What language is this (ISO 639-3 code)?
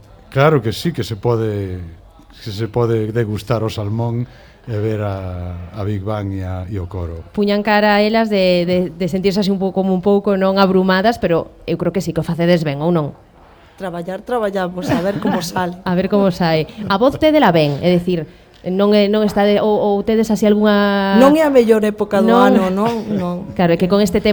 glg